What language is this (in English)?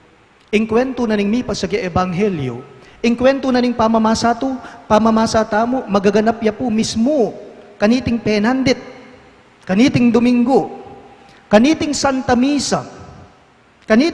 Pampanga